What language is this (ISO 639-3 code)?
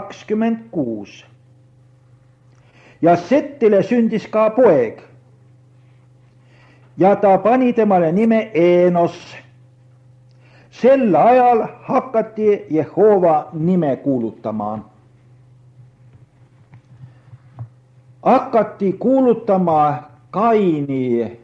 est